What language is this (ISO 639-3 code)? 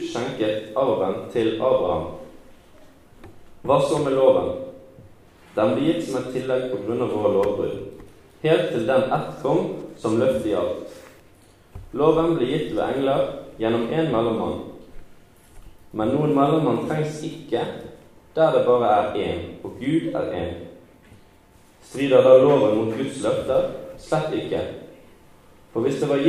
nor